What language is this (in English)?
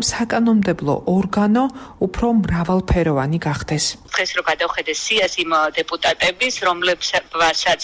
Georgian